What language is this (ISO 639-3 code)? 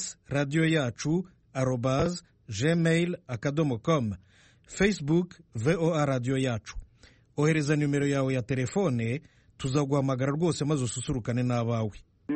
kin